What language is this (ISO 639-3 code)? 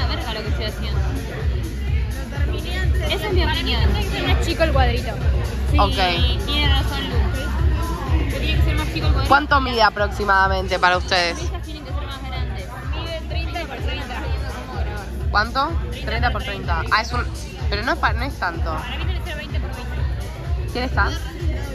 spa